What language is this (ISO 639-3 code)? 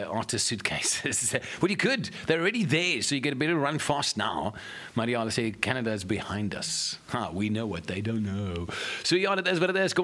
afr